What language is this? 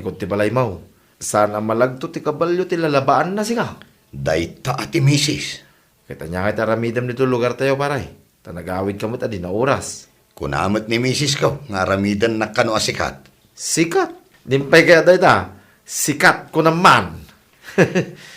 Iloko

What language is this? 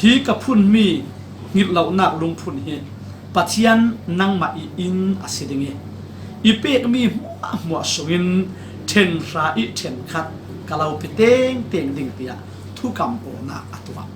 Falam Chin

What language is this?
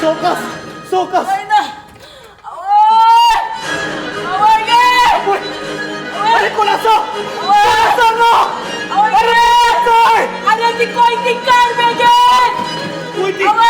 Konkani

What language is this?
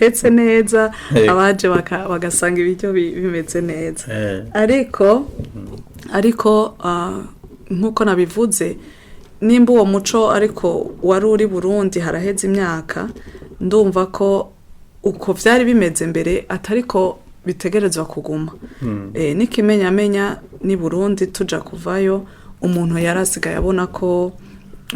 Rundi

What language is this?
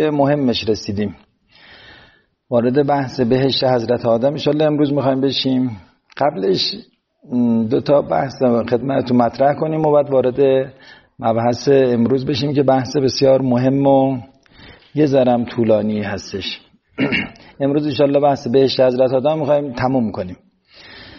Persian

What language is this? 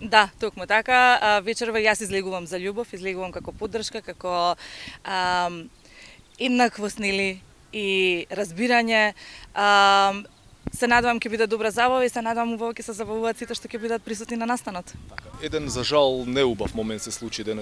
Macedonian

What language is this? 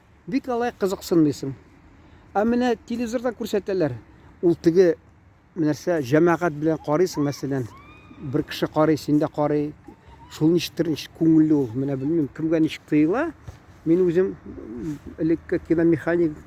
Tatar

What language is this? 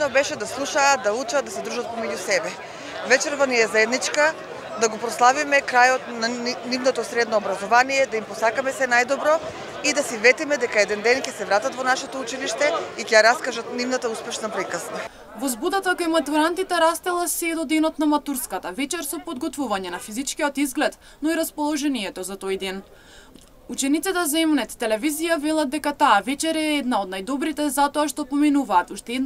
Macedonian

